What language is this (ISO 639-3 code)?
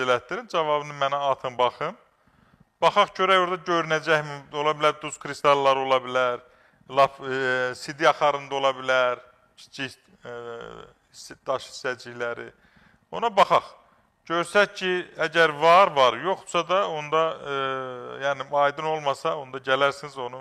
aze